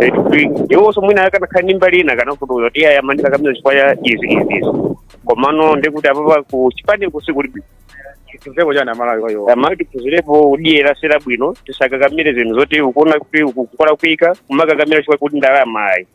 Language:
Nyanja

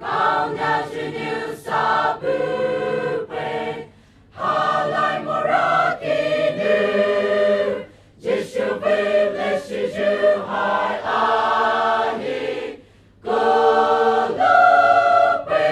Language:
Poumei Naga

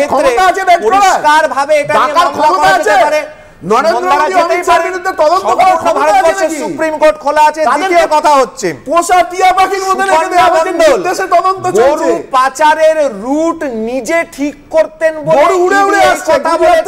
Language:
Bangla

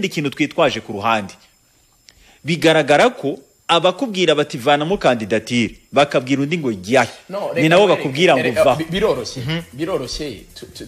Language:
Kinyarwanda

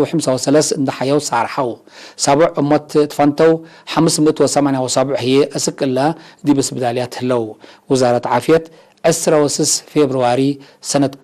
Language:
Tigre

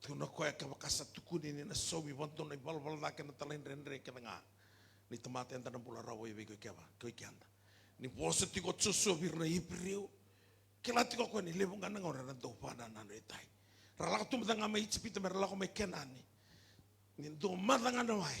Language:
Fijian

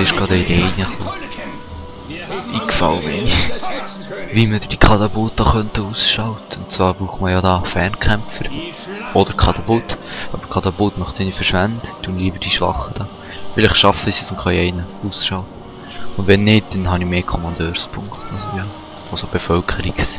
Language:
Swiss German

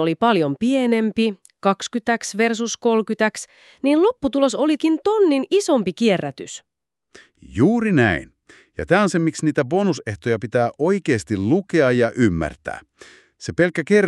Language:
Finnish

